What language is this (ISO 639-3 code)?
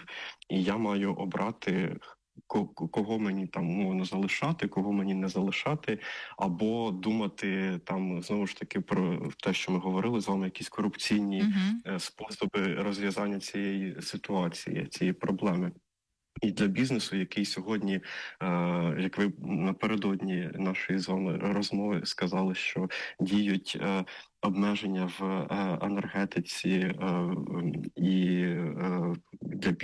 ukr